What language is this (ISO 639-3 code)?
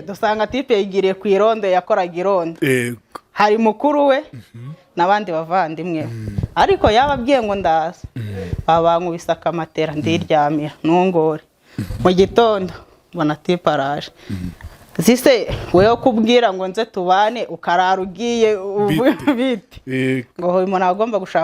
kin